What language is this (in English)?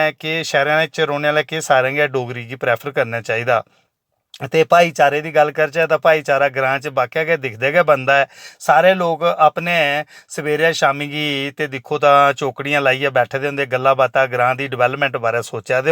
Dogri